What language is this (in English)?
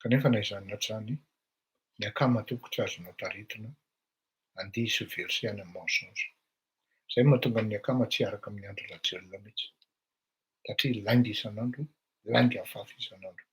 Malagasy